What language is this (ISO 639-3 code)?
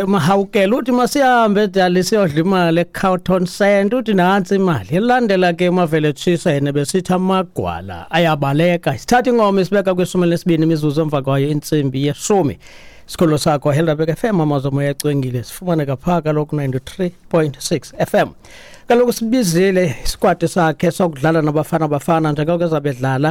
xho